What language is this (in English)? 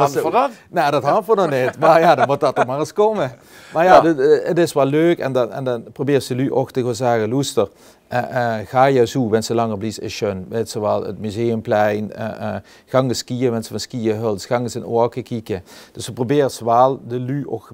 Limburgish